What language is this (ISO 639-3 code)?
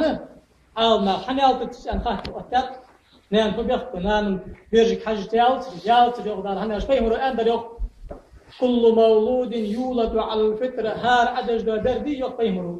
inh